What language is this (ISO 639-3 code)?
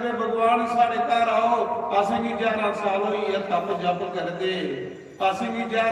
doi